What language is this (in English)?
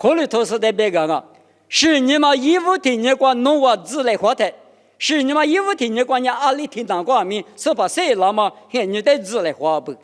Lisu